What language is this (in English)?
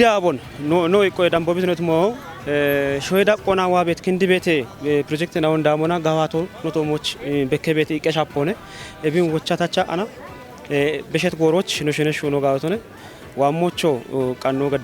Kafa